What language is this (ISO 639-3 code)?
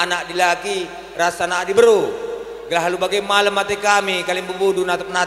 btx